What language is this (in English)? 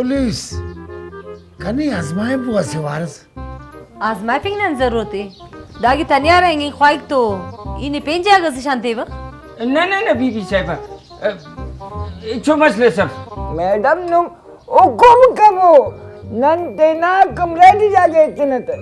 Brahui